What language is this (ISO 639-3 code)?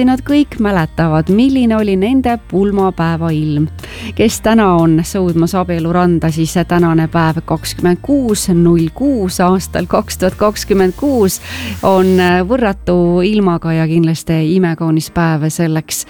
est